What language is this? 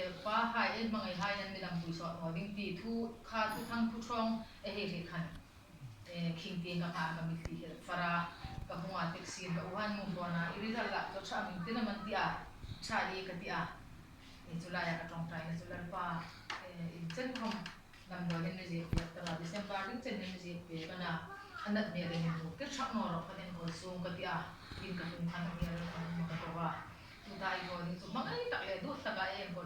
Hmar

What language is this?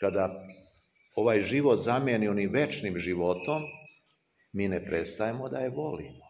Serbian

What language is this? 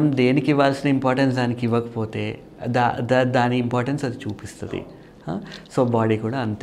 Telugu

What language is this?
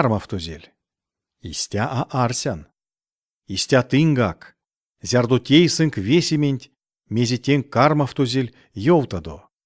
Erzya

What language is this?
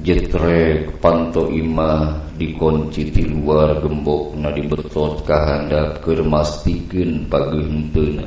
Sundanese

